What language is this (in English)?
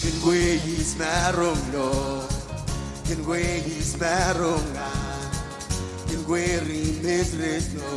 Marshallese